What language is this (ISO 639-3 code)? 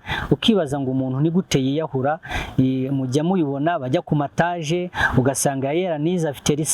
kin